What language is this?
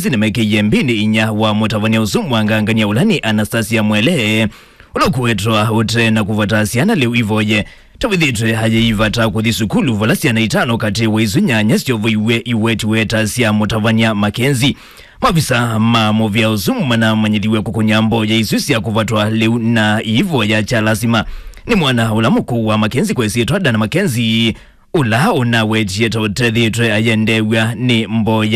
Kamba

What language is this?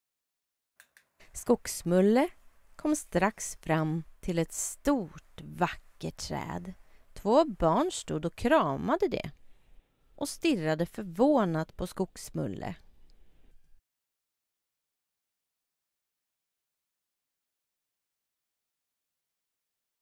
Swedish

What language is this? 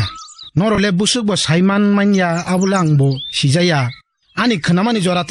Kok Borok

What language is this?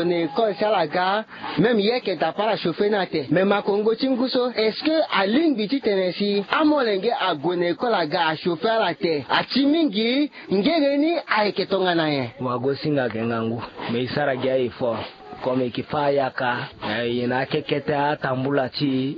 Sango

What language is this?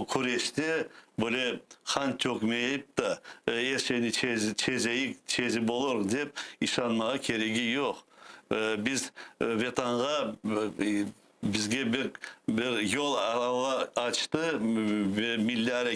Crimean Tatar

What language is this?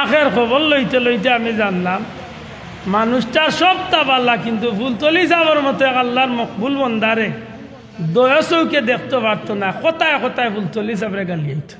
Sylheti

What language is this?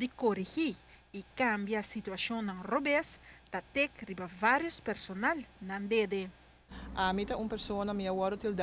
Papiamento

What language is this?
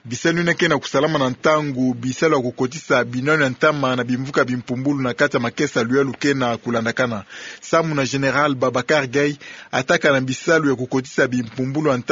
Kituba (Democratic Republic of Congo)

